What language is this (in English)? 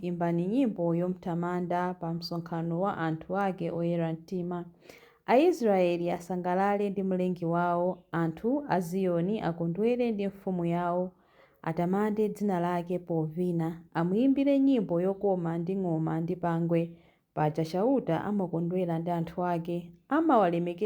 Nyanja